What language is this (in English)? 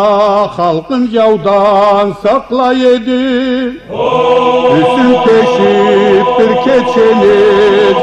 Karachay-Balkar